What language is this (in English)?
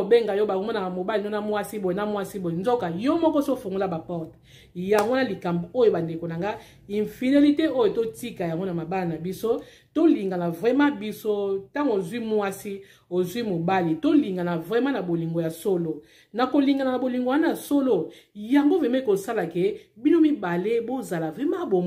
Lingala